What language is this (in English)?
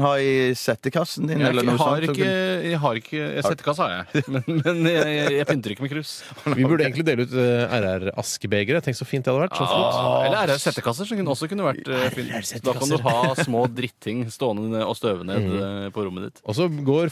Norwegian